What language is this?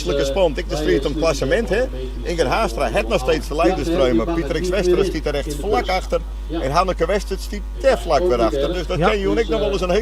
Western Frisian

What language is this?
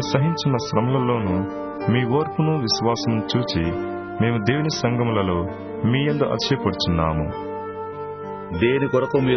Telugu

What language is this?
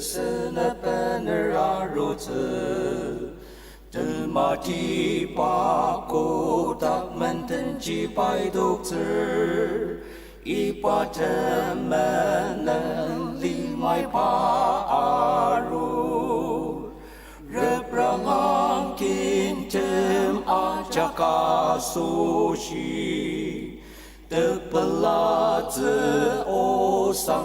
Ao Naga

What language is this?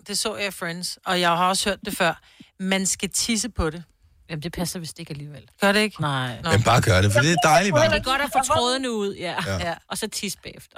Danish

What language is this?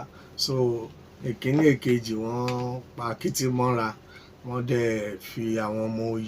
Yoruba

